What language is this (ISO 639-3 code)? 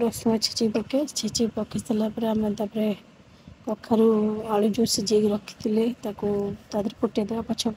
ori